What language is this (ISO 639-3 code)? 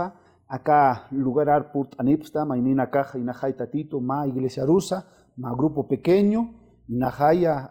aym